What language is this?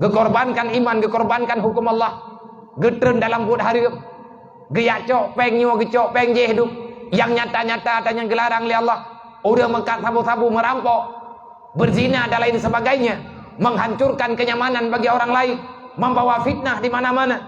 Achinese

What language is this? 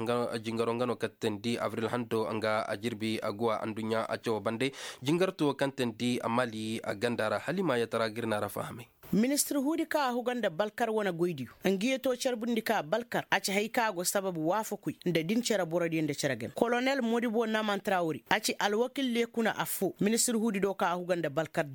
Koyraboro Senni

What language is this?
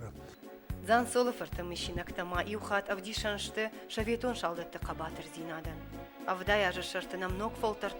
Ossetic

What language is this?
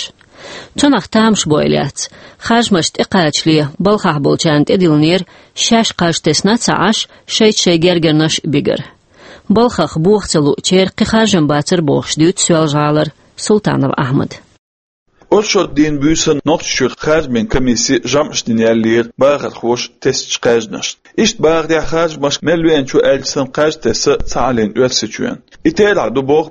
Chechen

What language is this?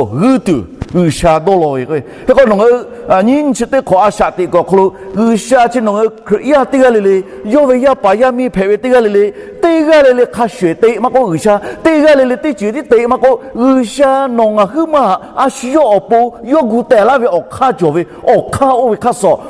Lahu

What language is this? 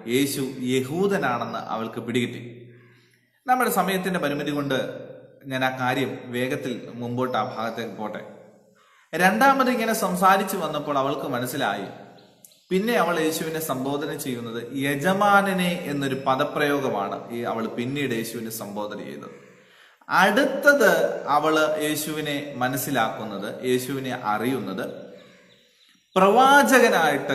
Malayalam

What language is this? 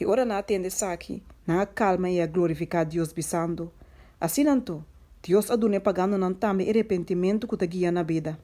Papiamento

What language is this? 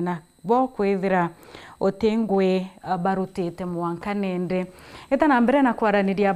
Meru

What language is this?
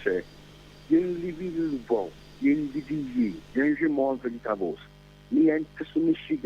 Akan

